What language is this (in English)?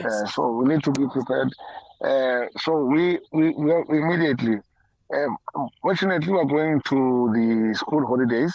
English